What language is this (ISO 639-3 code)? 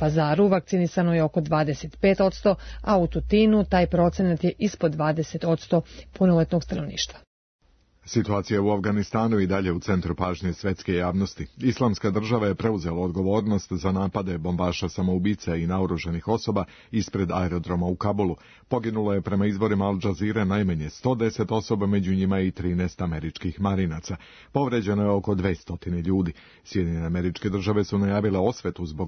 srp